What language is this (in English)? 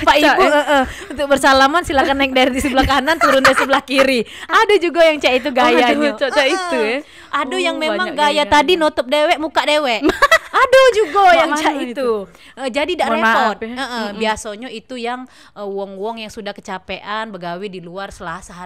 Musi